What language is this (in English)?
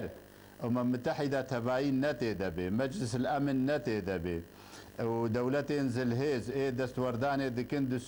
Kurdish